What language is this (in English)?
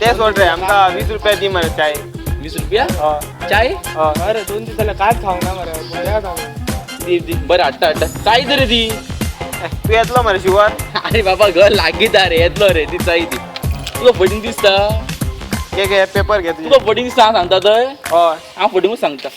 Konkani